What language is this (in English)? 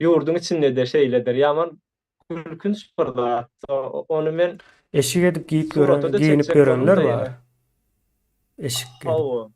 Turkmen